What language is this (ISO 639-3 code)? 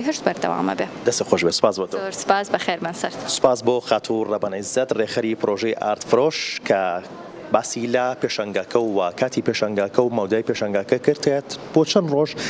ckb